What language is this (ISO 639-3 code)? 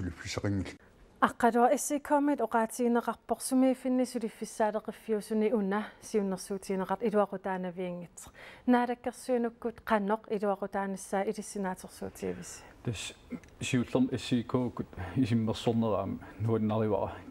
kal